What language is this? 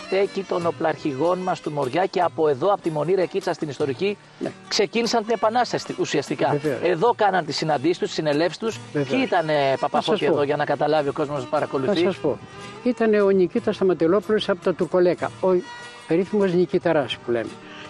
Greek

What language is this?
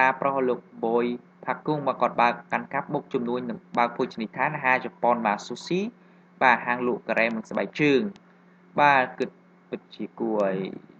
Khmer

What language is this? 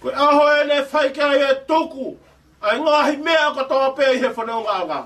Tongan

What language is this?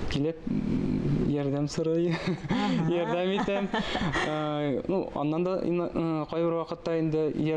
Tatar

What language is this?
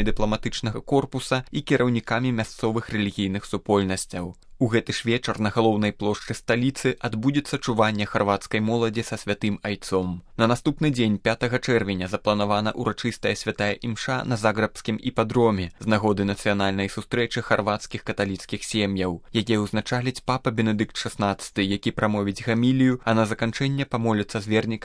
Belarusian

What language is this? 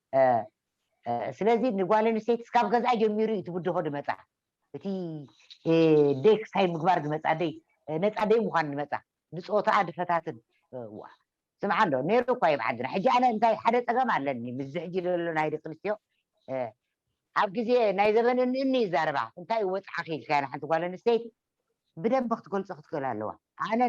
Tigrinya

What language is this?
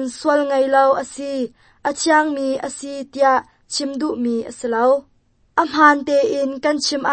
Hakha Chin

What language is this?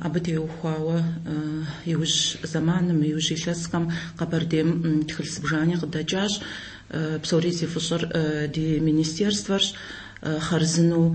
Kabardian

